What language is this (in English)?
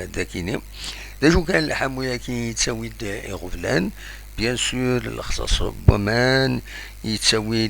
Kabyle